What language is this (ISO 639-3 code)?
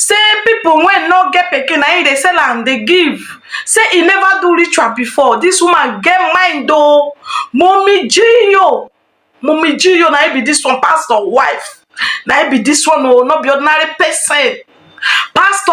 pcm